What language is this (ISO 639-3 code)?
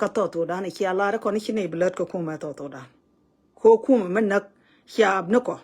nus